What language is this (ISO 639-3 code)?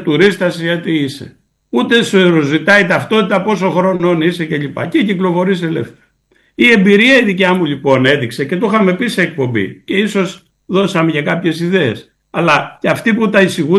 ell